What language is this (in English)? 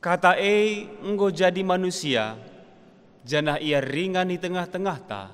Batak Karo